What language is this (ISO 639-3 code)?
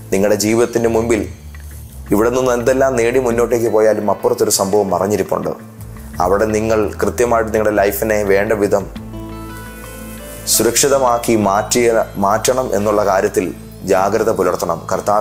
mal